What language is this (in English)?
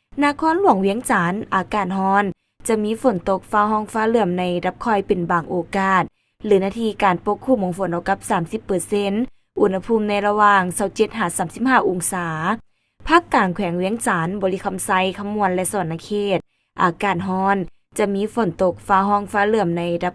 Lao